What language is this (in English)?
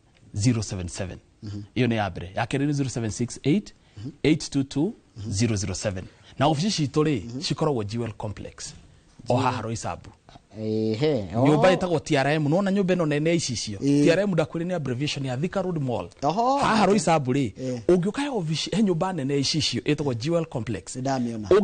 Kikuyu